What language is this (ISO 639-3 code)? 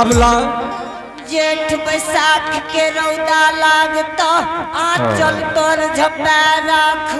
anp